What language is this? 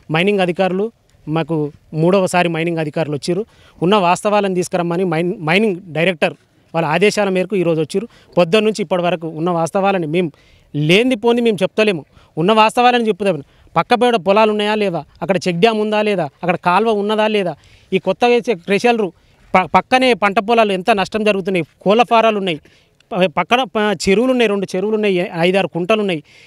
Telugu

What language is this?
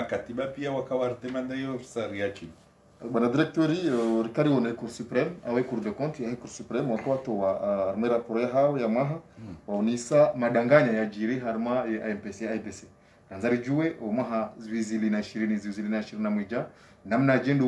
Swahili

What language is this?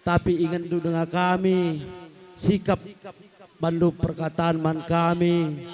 Batak Karo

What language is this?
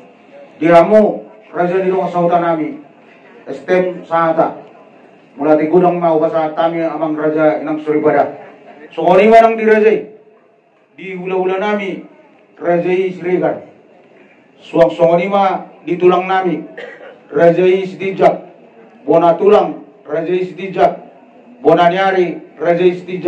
Batak Toba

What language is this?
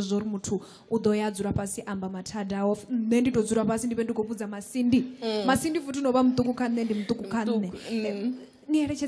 Venda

